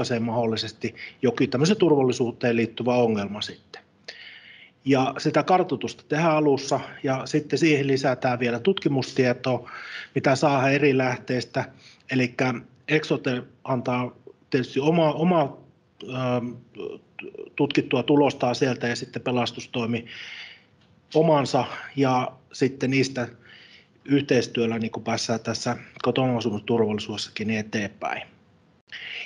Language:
Finnish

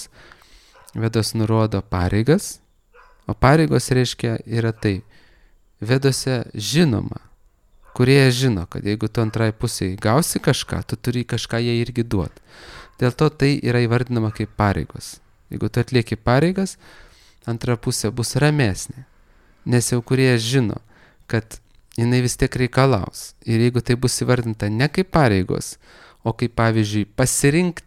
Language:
Lithuanian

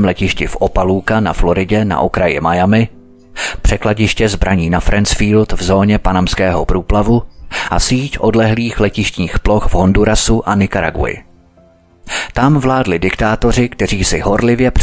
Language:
Czech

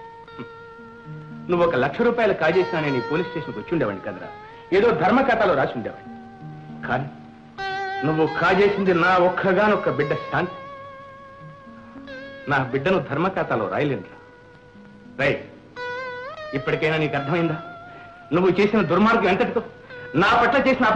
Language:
Telugu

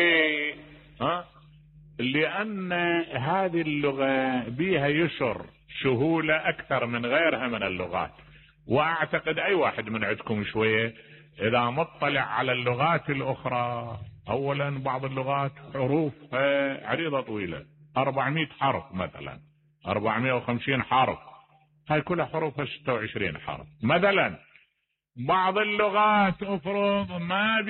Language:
Mesopotamian Arabic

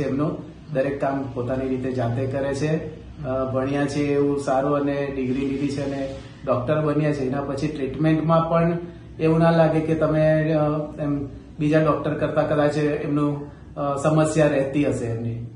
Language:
Gujarati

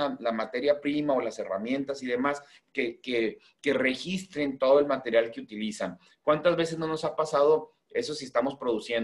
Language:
Spanish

